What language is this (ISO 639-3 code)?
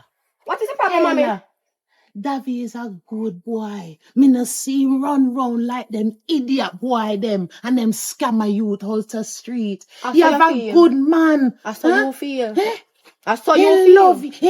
jam